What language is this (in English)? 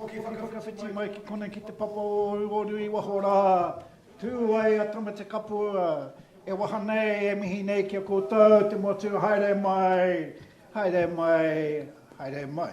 Māori